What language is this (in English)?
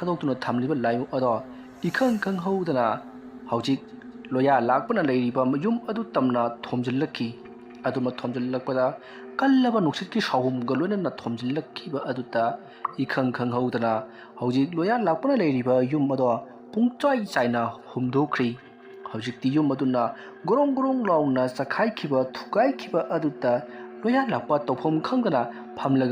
Manipuri